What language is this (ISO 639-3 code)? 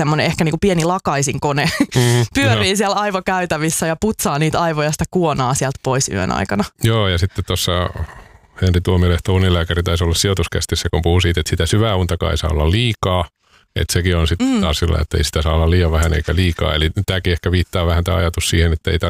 fin